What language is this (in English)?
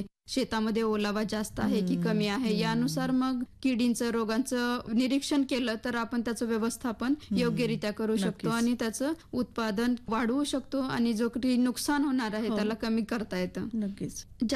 Marathi